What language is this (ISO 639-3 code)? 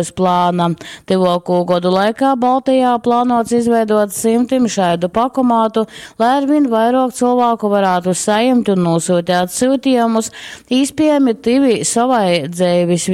ltg